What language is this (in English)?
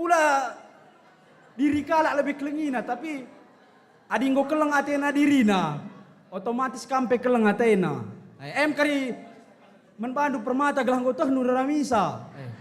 Batak Karo